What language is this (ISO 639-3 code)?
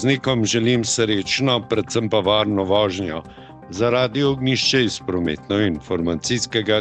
slv